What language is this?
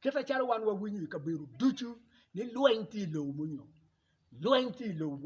Acoli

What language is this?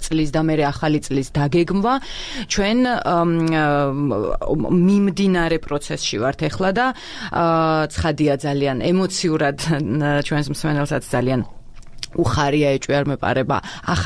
Georgian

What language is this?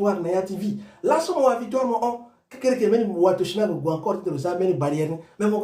Sango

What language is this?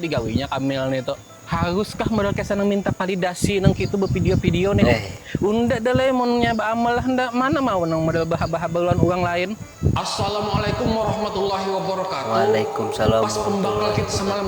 Banjar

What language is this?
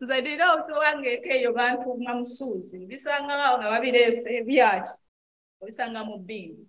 Ganda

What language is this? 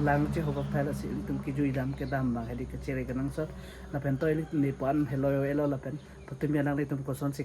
Karbi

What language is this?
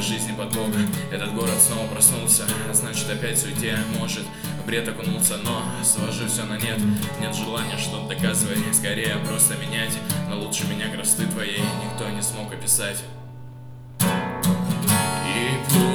Russian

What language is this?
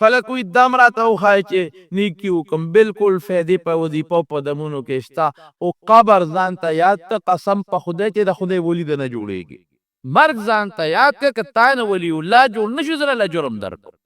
Pashto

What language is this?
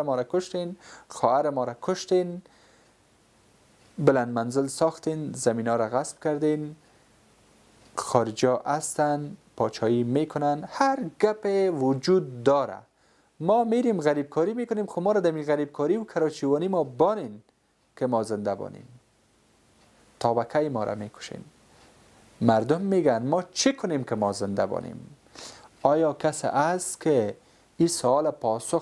Persian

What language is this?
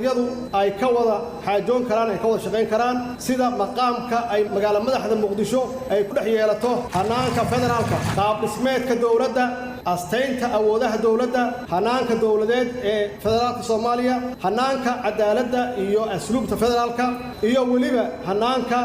Somali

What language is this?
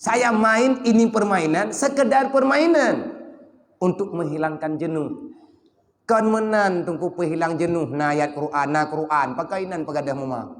Achinese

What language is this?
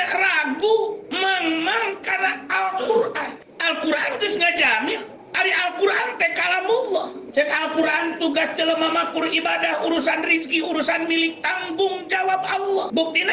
Sundanese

